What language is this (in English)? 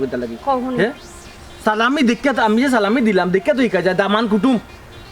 Sylheti